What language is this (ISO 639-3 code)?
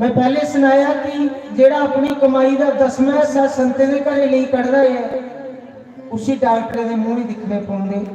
doi